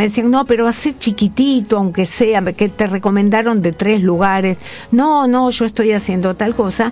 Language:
Spanish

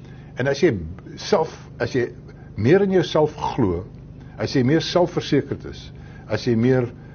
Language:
Afrikaans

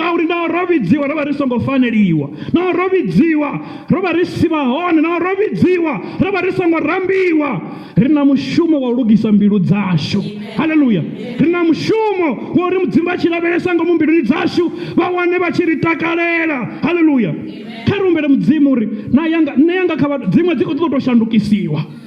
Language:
Venda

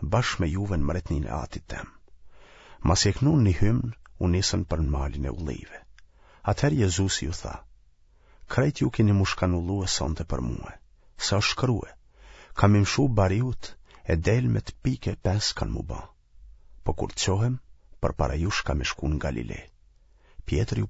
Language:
Albanian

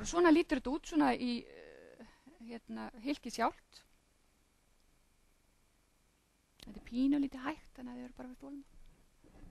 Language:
Icelandic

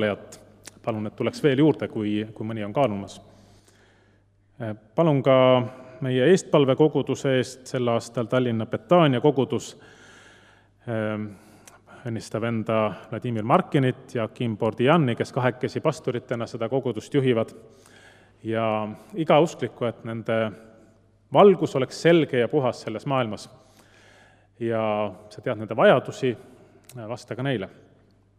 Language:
Estonian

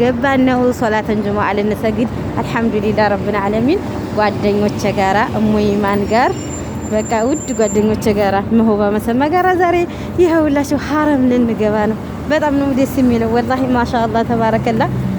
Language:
Amharic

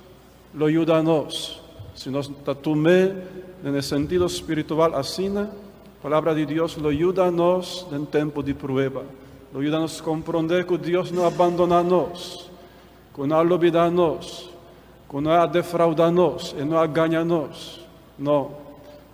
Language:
Papiamento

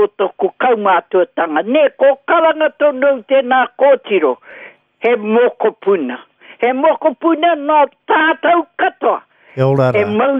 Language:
Māori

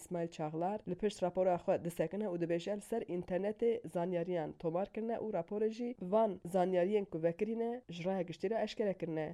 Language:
Kurdish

